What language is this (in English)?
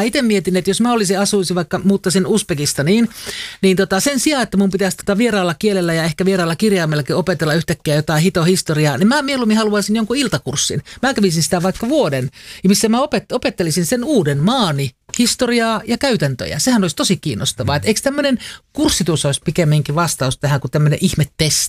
Finnish